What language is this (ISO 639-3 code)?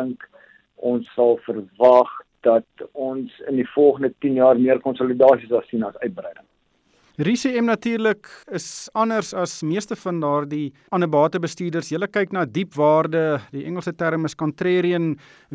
afr